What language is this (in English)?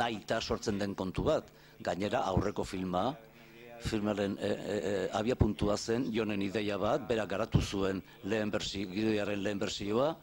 Basque